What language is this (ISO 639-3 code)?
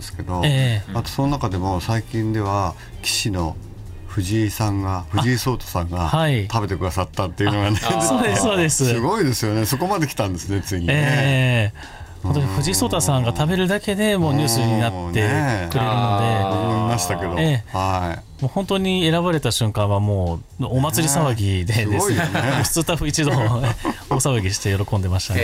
jpn